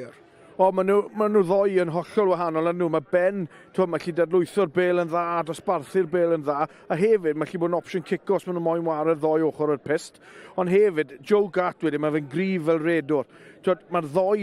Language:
Welsh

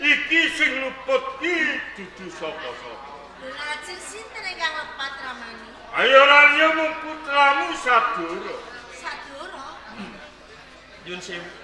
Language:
Javanese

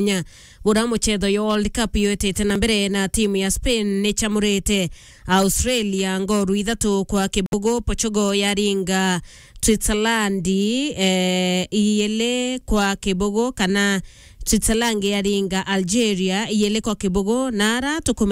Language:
Meru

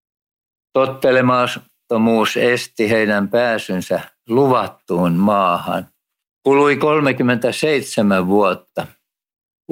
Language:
Finnish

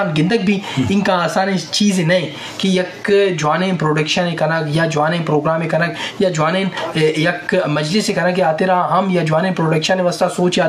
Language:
Baluchi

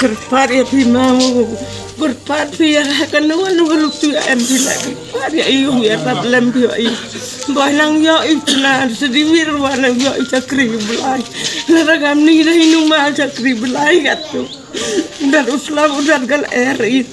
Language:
Khasi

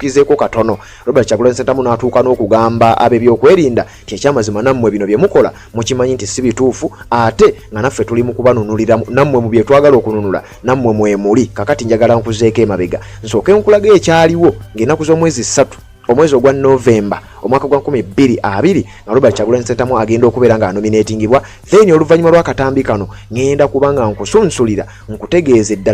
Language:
Ganda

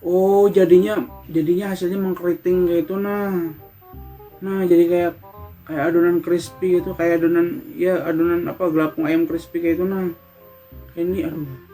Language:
Banjar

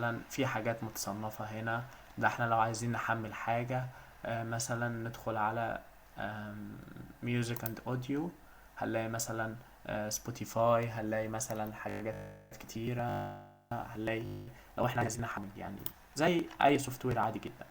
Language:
Egyptian Arabic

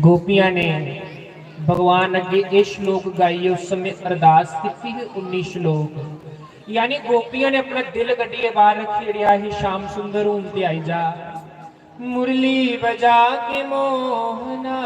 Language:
Dogri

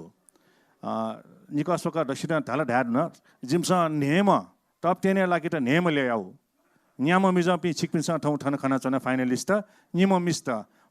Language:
Newari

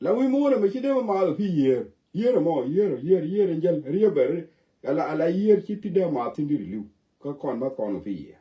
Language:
Nuer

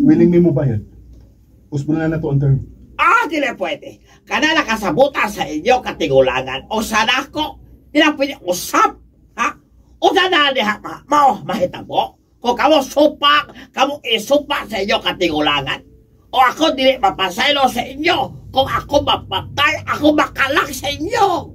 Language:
Cebuano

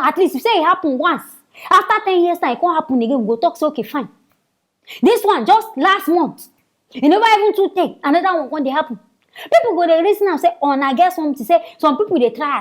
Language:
Nigerian Pidgin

